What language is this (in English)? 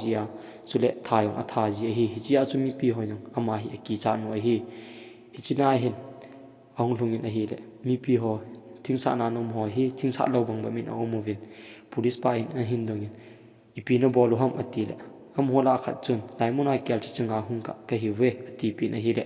Thado Chin